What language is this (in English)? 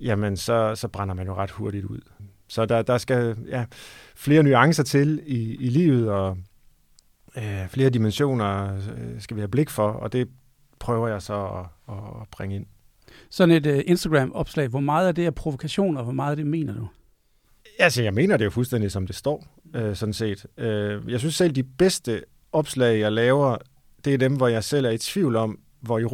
Danish